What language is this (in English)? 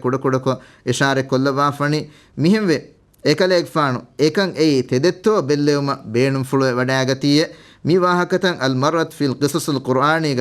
Divehi